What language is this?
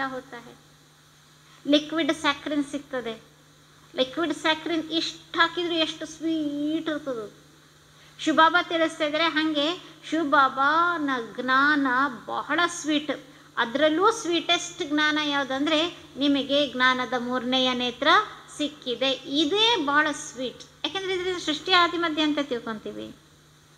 Kannada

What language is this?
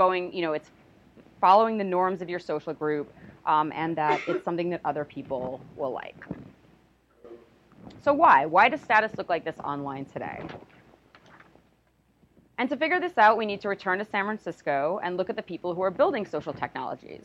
English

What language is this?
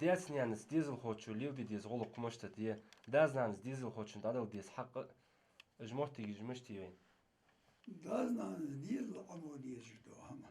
Ingush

